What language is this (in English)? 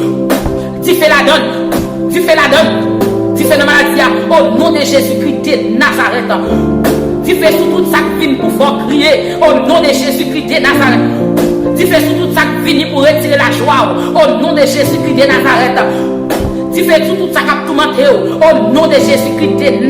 Haitian Creole